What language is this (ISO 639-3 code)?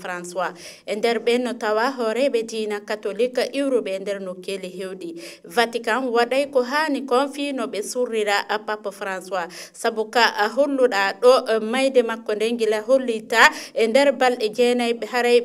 ful